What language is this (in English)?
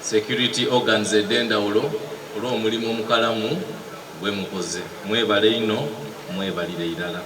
Soga